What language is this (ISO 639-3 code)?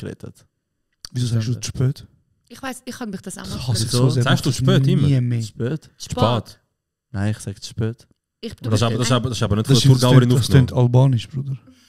gsw